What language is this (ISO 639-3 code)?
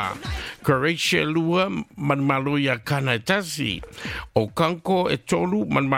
smo